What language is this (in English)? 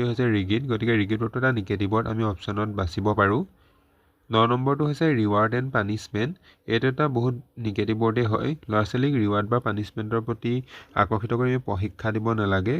Assamese